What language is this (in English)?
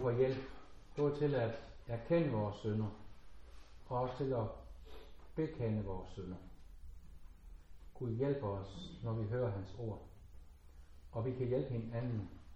Danish